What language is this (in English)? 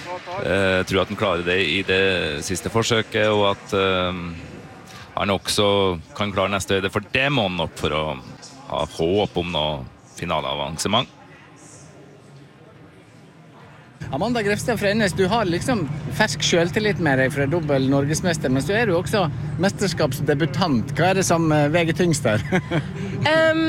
Norwegian